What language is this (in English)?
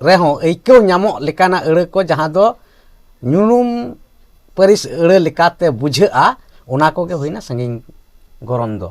Santali